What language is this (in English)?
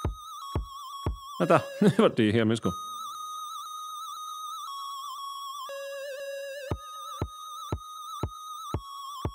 Swedish